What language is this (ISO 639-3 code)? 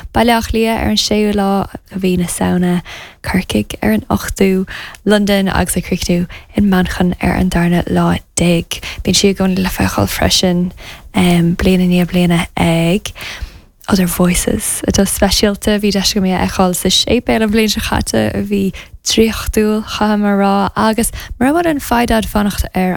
gle